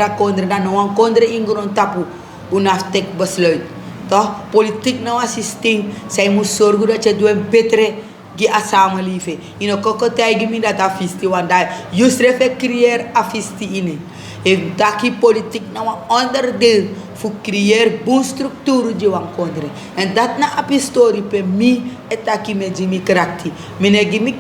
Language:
Sranan Tongo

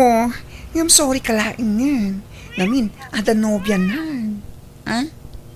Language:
Iloko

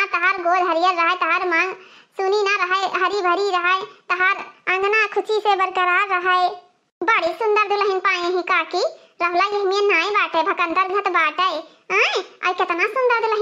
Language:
Awadhi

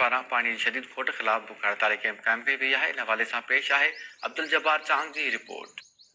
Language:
Sindhi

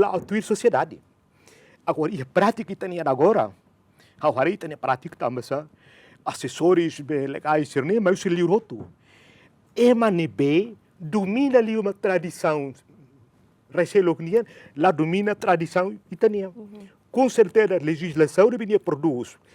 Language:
Tetum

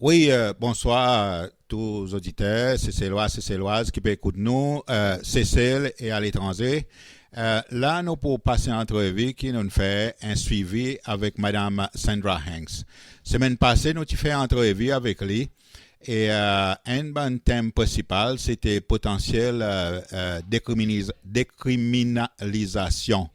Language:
Seselwa Creole French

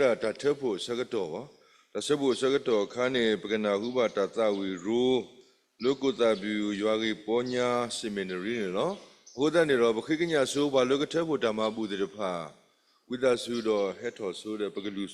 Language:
S'gaw Karen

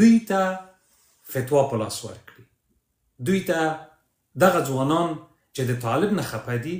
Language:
Pashto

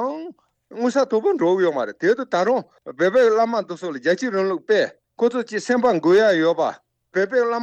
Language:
Tibetan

